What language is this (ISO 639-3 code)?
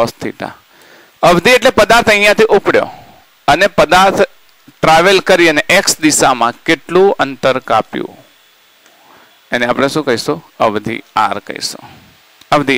guj